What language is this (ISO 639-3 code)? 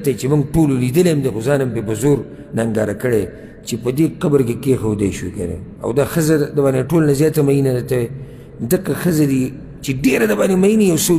pus